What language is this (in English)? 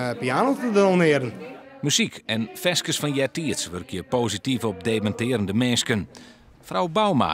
Western Frisian